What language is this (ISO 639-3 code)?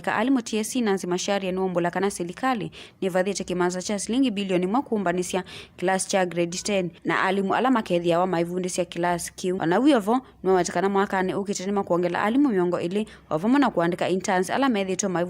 kam